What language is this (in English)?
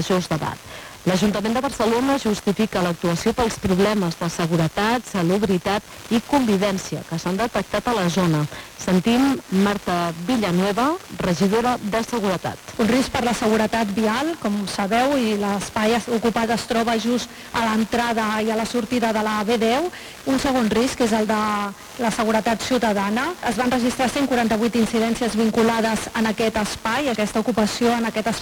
Catalan